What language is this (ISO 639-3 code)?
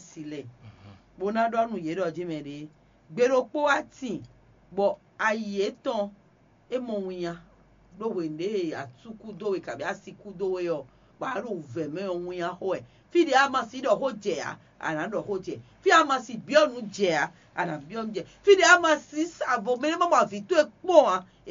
fon